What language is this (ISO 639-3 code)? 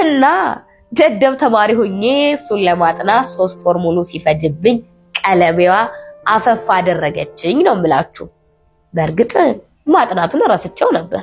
amh